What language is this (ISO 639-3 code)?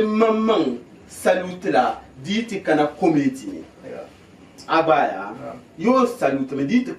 dag